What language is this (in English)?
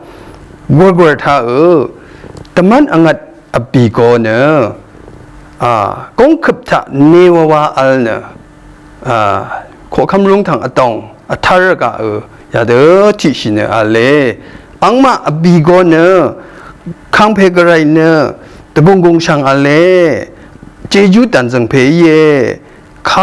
Rawang